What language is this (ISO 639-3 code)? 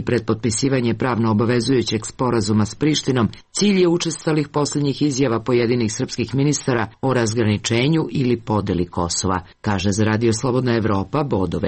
srp